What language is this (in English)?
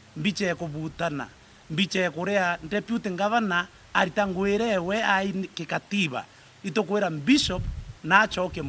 Meru